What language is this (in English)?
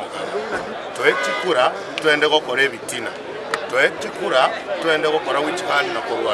Gusii